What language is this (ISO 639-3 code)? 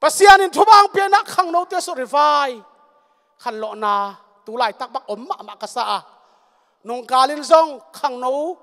ctd